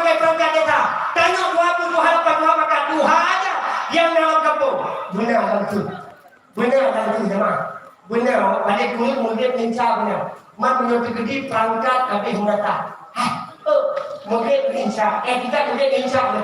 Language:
Achinese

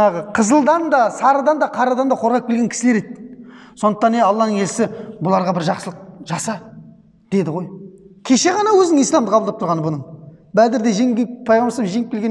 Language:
Kazakh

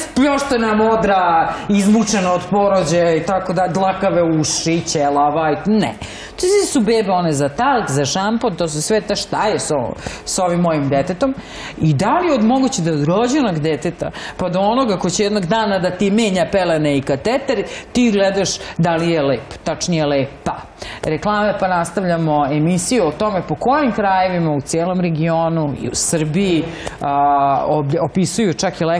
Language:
Serbian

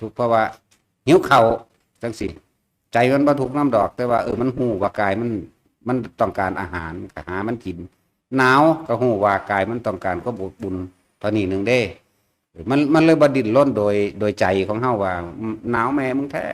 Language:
Northeastern Thai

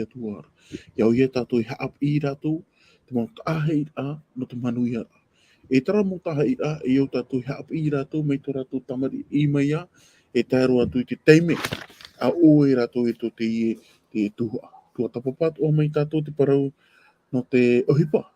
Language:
Tahitian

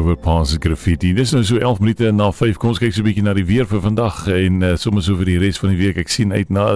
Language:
Afrikaans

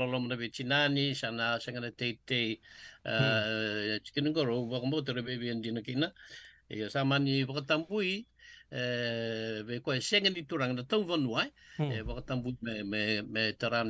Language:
Fijian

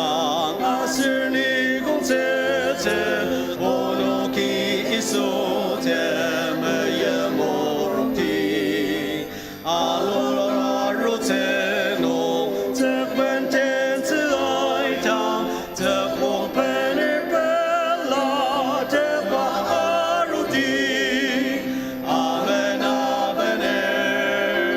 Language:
Ao Naga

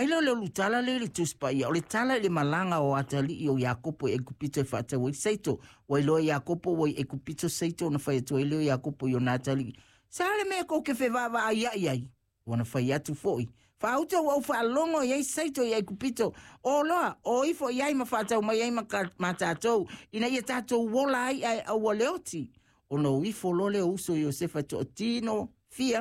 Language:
Samoan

